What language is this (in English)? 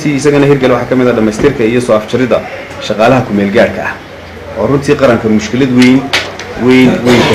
Somali